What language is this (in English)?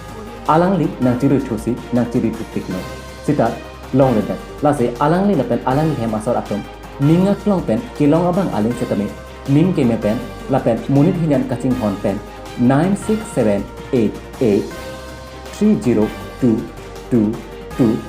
Karbi